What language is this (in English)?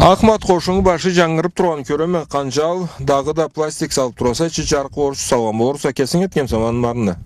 Karachay-Balkar